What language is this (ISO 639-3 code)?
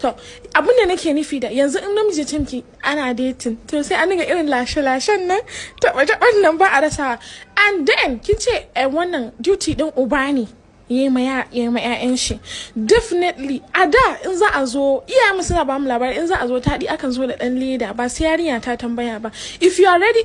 hau